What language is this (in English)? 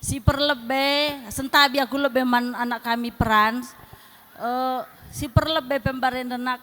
Batak Karo